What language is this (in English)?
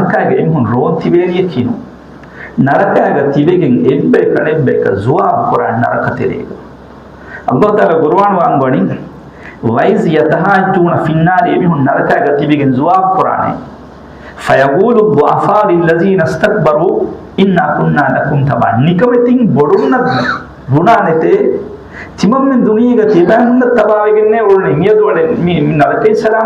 Divehi